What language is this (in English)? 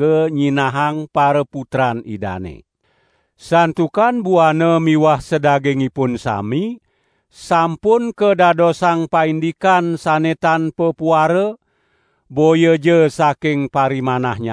Balinese